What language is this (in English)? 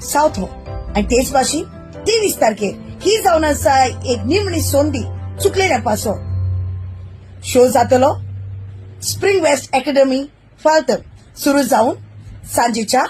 Konkani